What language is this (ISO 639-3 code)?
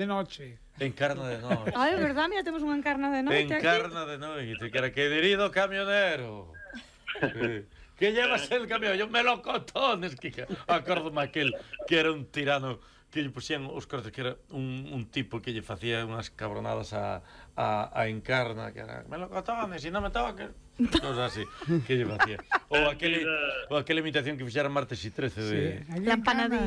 glg